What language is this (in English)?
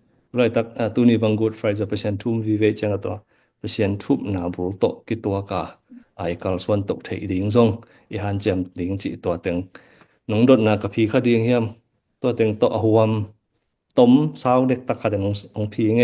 Tedim Chin